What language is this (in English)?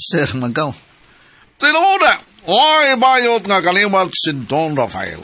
Cebuano